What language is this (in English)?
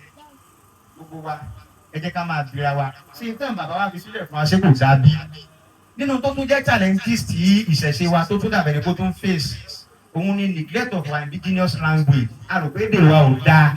Yoruba